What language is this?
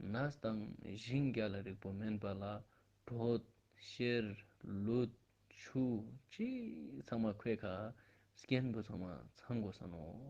Ladakhi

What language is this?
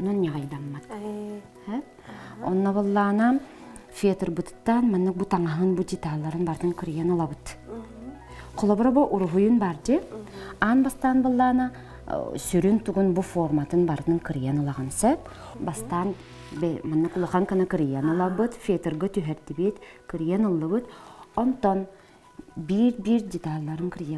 Yakut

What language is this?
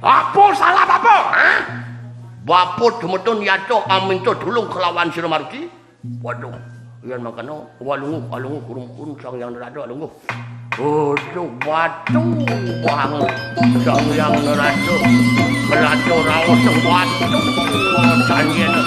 Balinese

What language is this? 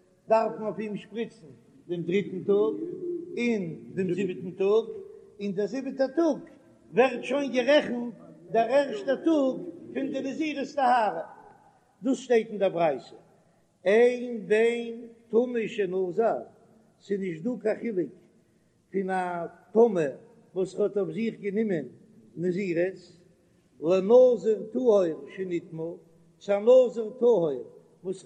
Yiddish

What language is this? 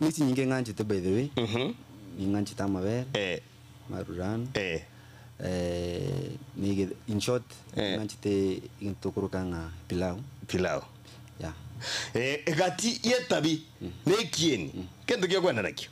Gusii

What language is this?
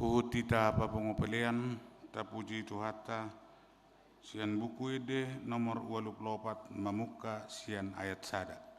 Batak Toba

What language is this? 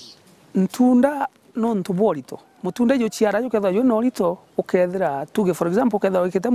Meru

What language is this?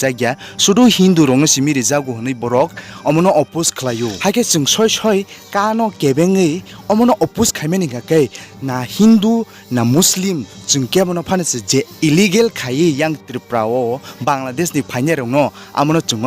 Kok Borok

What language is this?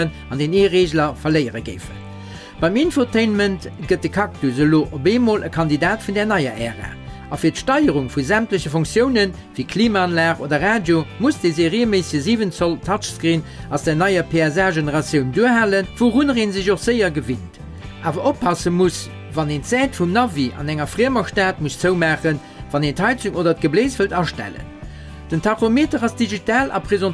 Luxembourgish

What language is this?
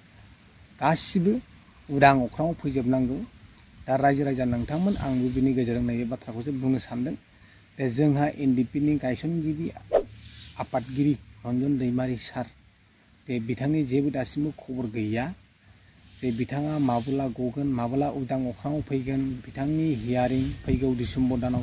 Bodo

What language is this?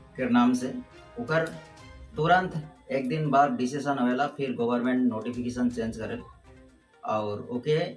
Sadri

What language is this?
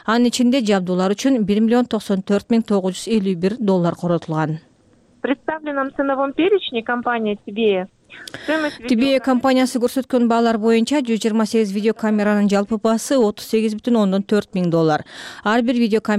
Kyrgyz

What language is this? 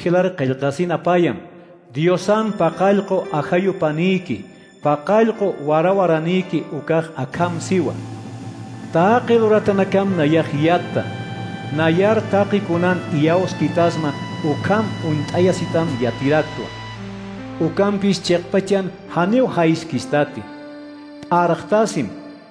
Aymara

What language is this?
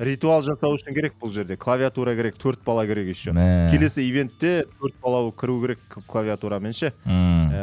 Kazakh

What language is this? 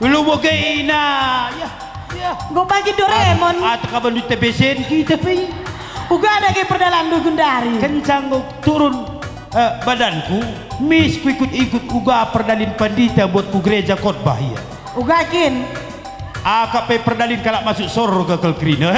Batak Karo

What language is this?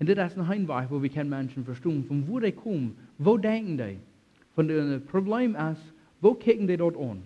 Plautdietsch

